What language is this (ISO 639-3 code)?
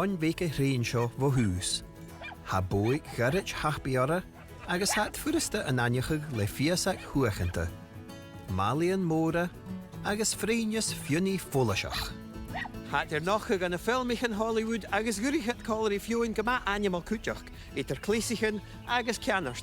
gla